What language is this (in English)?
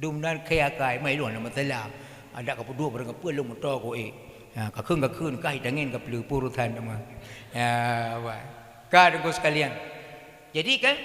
Achinese